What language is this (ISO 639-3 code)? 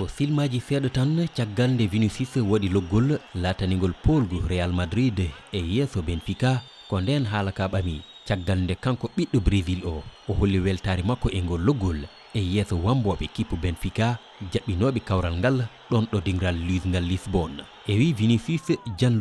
ful